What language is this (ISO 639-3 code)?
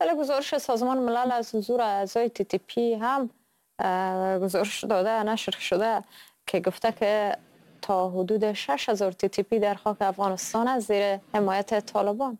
fas